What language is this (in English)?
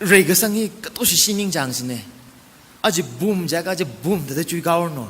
Tangkhul Naga (India)